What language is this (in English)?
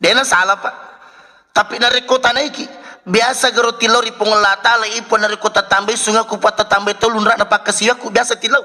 Buginese